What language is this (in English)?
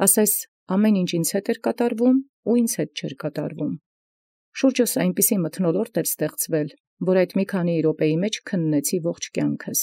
Armenian